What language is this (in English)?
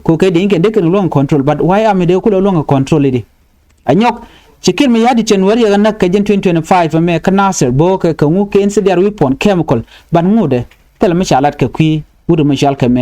Nuer